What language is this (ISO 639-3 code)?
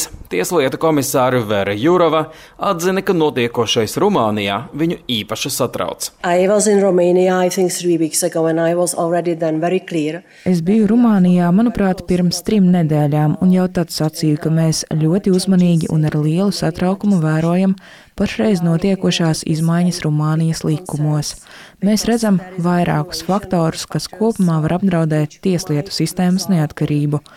lav